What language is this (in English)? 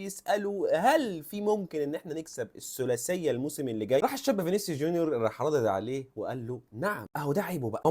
Egyptian Arabic